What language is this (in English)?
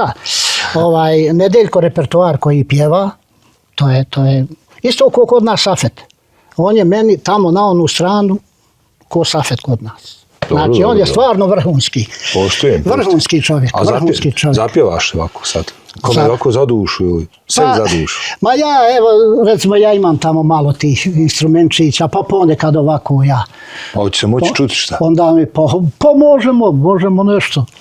Bosnian